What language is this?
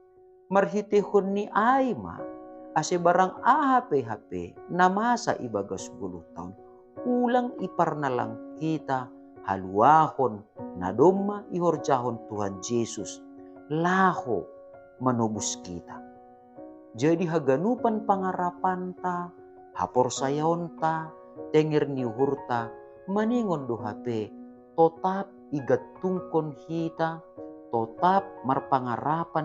Batak Simalungun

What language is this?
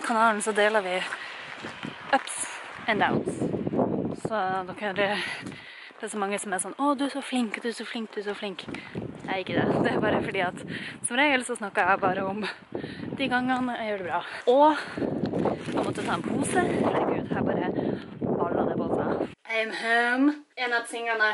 Norwegian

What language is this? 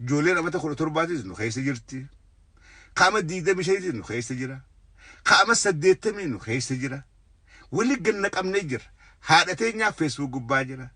Oromo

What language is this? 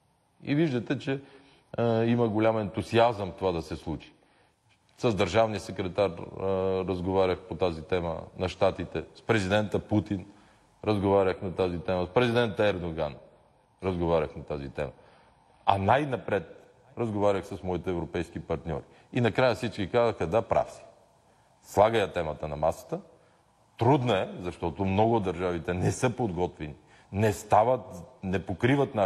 Bulgarian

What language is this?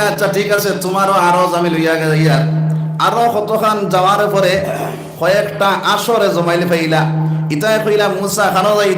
Sylheti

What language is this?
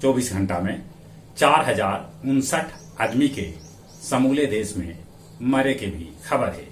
Magahi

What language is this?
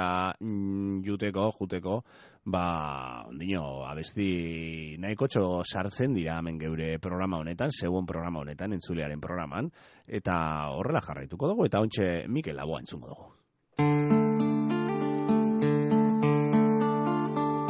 Basque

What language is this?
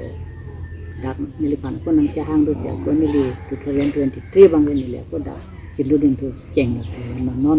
Karbi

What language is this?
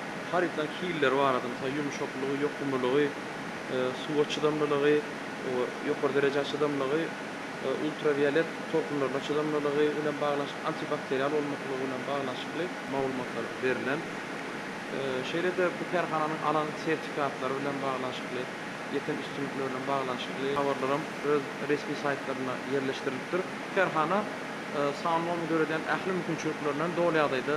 Turkmen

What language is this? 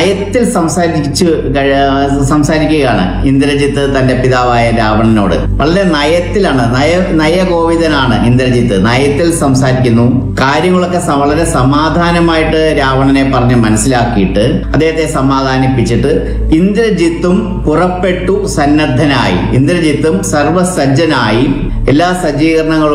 Malayalam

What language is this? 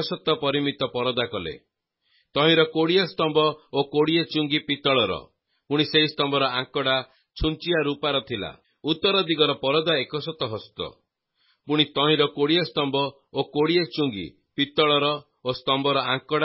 Odia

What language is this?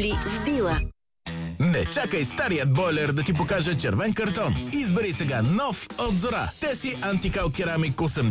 Bulgarian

